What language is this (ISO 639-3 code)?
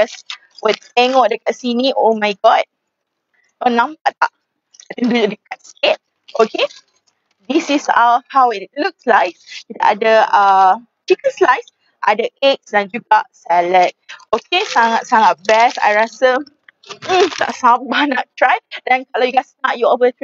msa